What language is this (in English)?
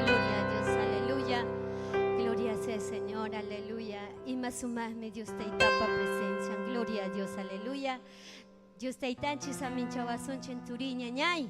Ayacucho Quechua